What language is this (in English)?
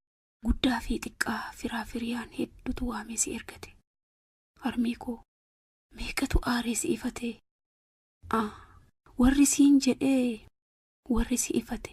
Oromo